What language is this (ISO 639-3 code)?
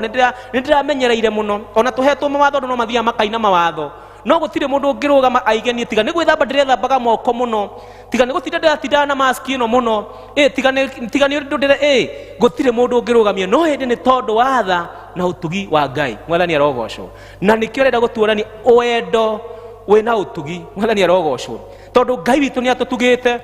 kik